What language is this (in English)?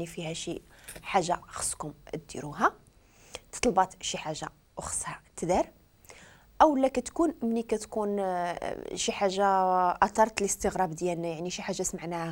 Moroccan Arabic